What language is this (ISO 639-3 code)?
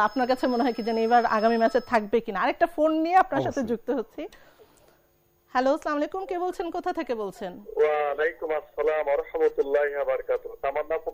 ben